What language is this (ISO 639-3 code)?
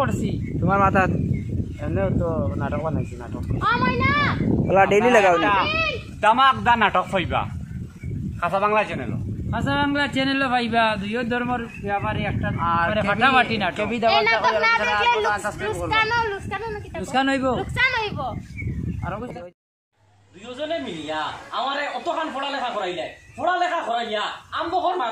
syl